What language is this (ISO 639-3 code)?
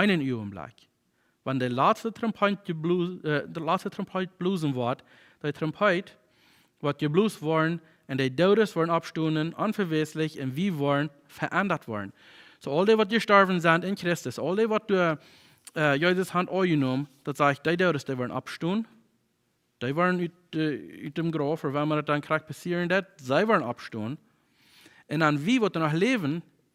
pdt